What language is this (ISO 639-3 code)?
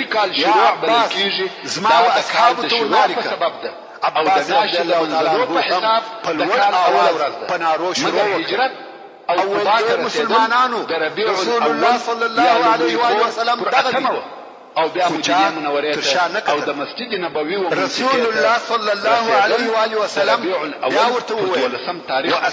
pus